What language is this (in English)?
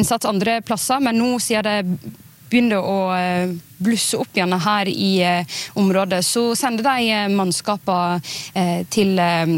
Norwegian